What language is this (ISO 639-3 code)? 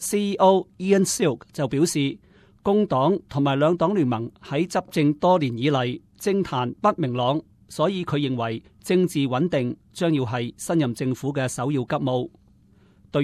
yue